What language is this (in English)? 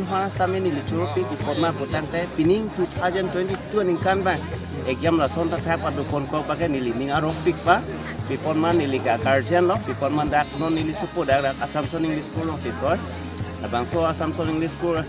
Karbi